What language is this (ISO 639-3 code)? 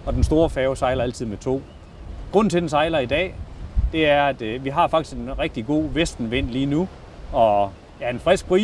dan